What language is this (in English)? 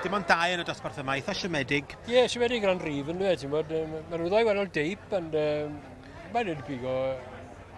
Welsh